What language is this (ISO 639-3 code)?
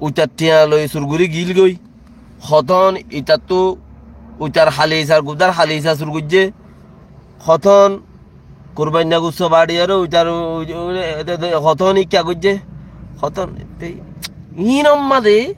rhg